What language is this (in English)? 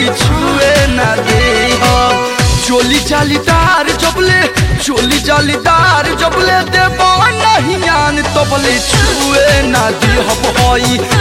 Bhojpuri